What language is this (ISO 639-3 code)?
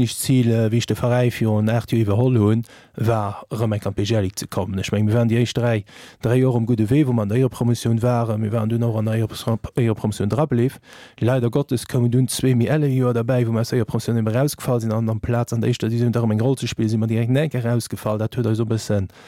ltz